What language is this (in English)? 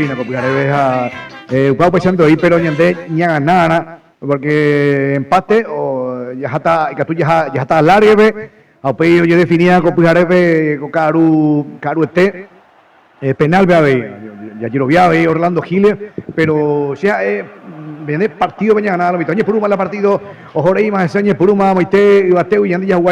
Guarani